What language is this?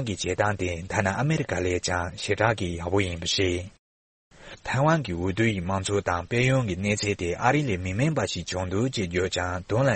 Tibetan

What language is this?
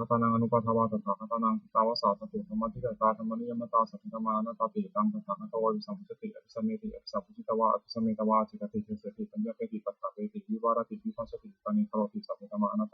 Pali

